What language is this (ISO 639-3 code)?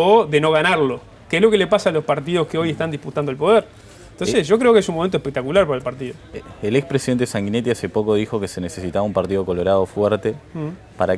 spa